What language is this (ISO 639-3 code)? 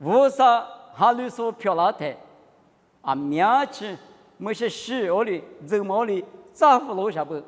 lis